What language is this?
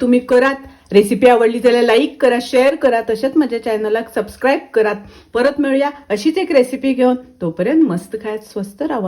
Konkani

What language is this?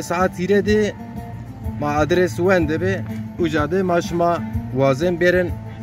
Zaza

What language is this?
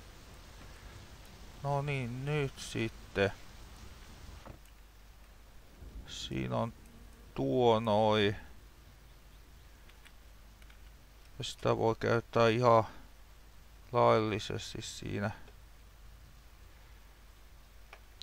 Finnish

